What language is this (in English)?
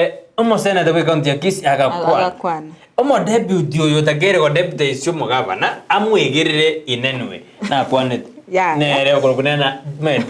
Gusii